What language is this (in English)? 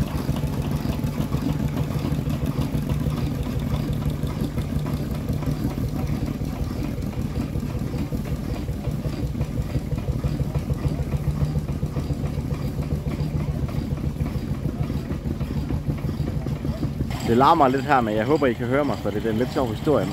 Danish